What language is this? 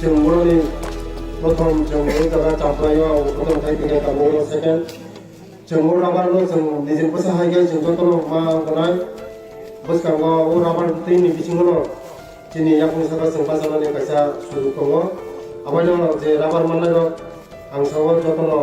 Kok Borok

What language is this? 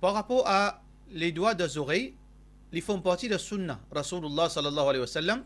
Morisyen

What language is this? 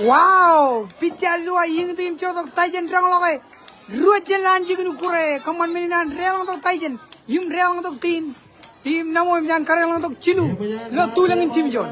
Marshallese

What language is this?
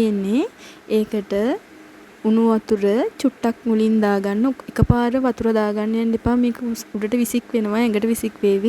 Sinhala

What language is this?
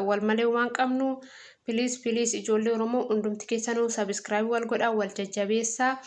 Oromo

